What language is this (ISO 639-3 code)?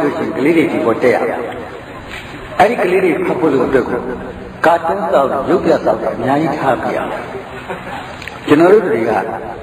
mya